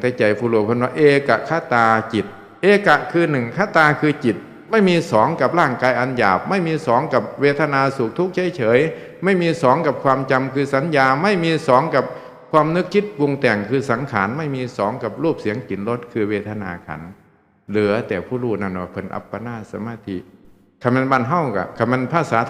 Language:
Northeastern Thai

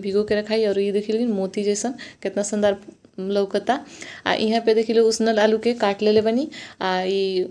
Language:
Bhojpuri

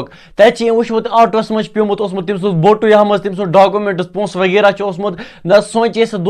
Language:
Kashmiri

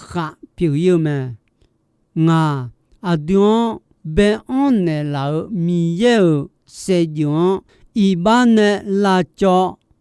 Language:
Akha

